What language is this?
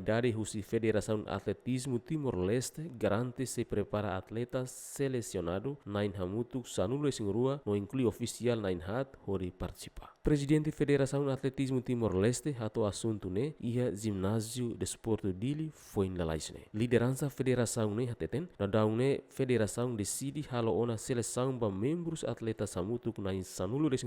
Tetum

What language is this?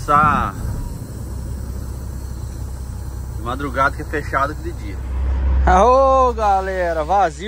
Portuguese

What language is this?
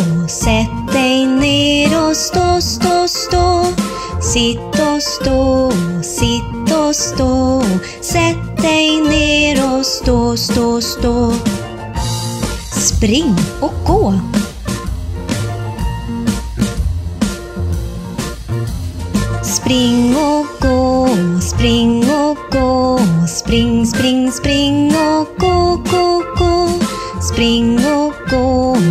Swedish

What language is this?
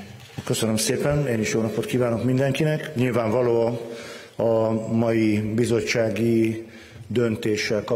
Hungarian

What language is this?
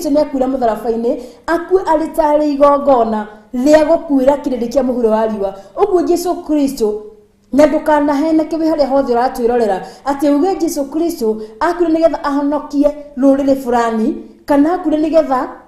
Kikuyu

